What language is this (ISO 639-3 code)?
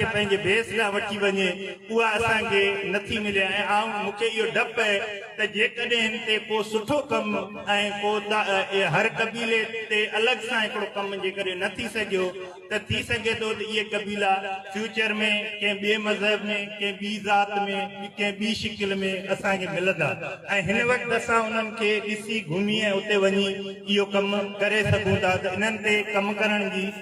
snd